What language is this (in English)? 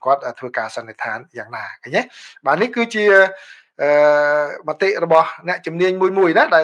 Khmer